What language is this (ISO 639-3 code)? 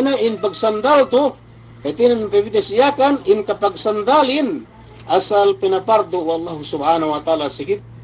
yka